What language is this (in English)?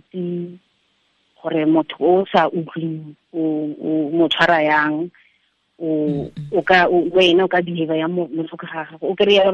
Tswana